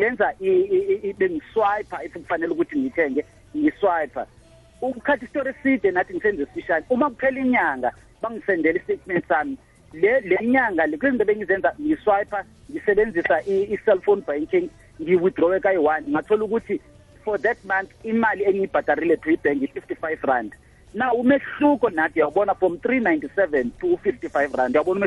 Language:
South Ndebele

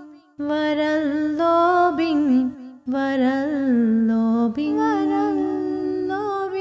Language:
Divehi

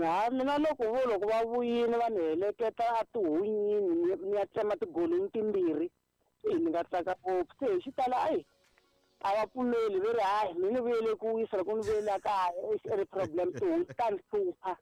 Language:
Tsonga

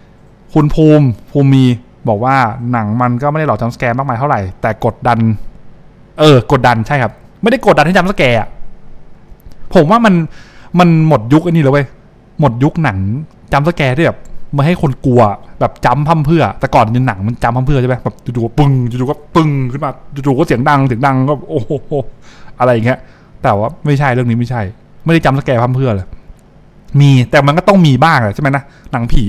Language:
Thai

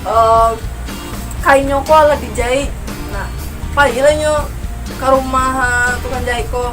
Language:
Minangkabau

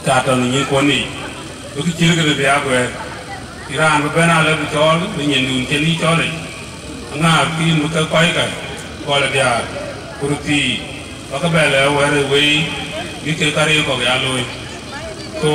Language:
Dinka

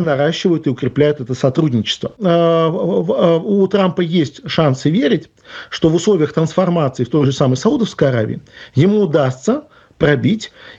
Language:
Russian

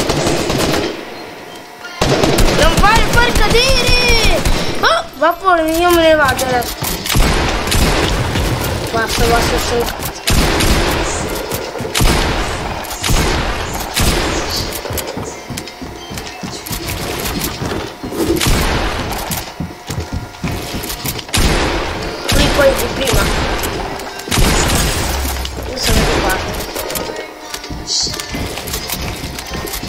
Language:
Italian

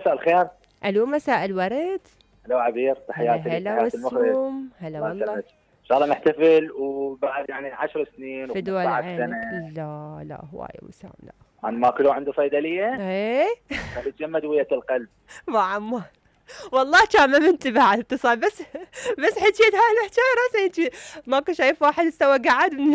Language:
Mesopotamian Arabic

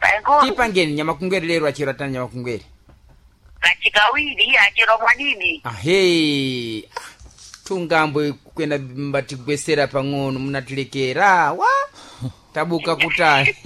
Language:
Sena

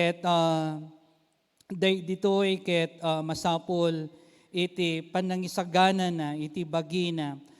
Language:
Iloko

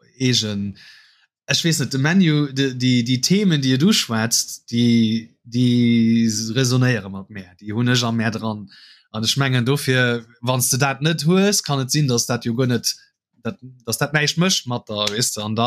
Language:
Luxembourgish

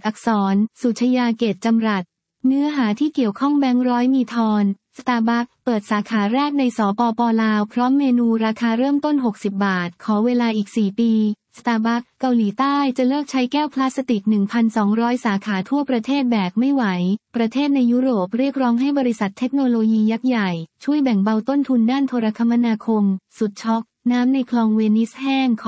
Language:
Thai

